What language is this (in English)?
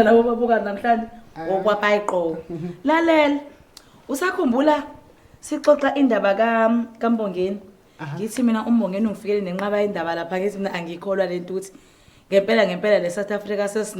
Zulu